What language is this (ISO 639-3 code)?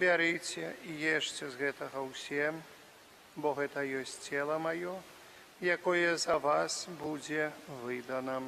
bel